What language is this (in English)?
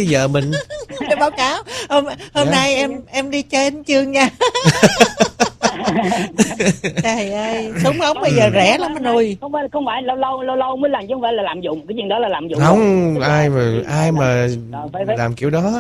Vietnamese